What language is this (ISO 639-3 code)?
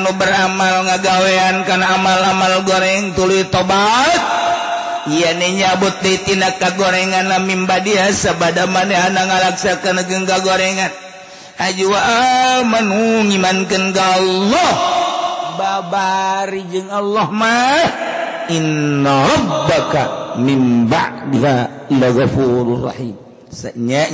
sun